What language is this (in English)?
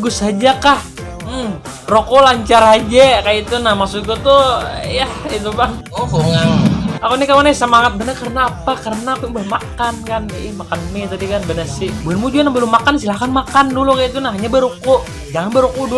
Banjar